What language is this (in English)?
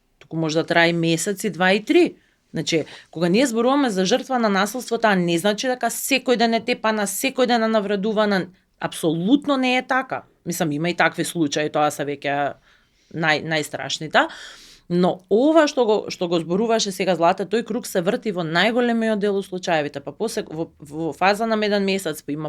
Macedonian